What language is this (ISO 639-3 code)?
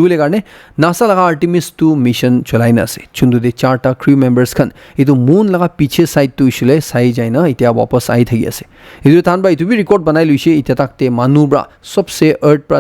nag